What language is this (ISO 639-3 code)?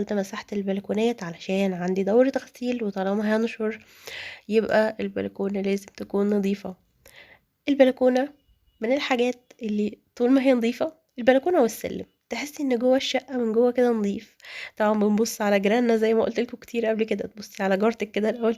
arz